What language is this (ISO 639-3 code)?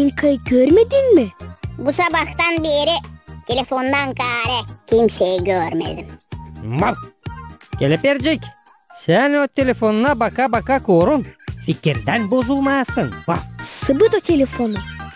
gag